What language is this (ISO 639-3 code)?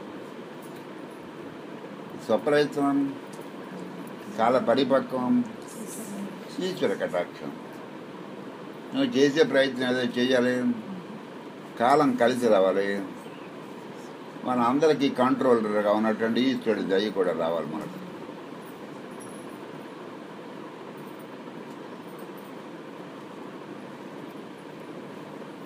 tel